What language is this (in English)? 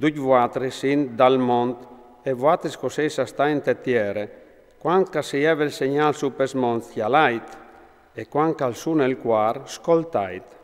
Friulian